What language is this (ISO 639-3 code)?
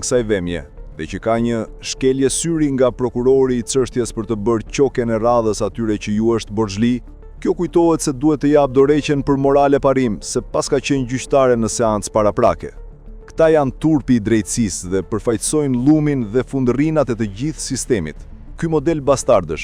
sqi